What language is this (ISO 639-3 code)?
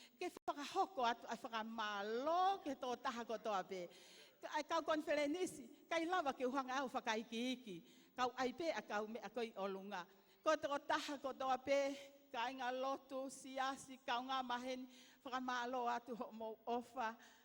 ton